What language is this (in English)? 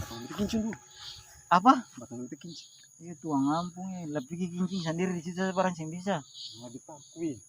Ambonese Malay